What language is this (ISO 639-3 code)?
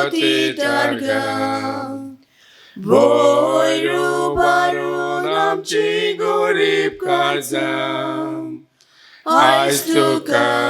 kok